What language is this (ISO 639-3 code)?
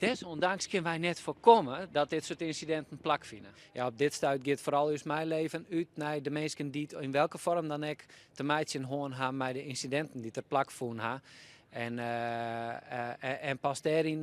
fry